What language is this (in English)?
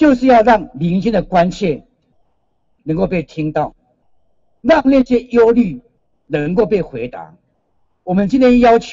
Chinese